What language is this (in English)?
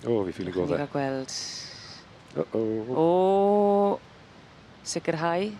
Welsh